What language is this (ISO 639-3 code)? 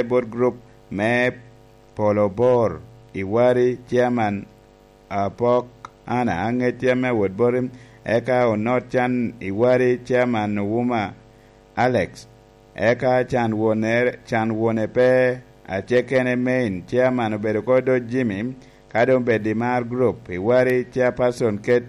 laj